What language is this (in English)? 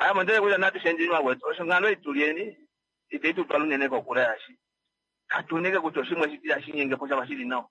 Kuanyama